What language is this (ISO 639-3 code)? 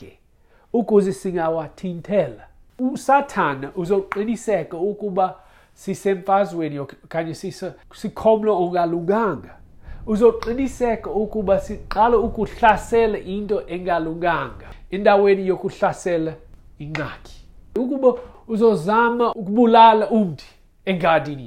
xho